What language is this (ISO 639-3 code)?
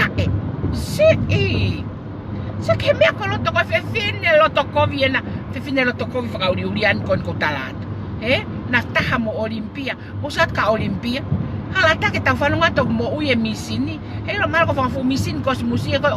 ton